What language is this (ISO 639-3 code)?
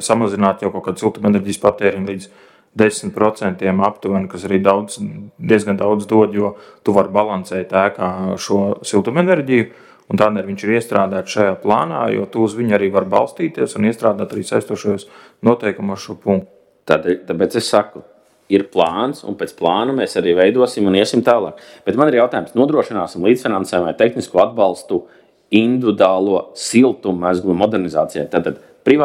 lav